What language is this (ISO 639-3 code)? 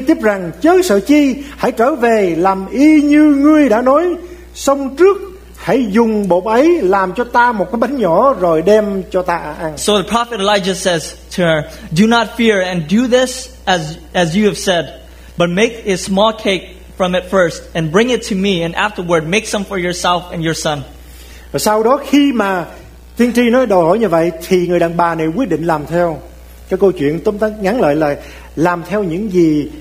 vie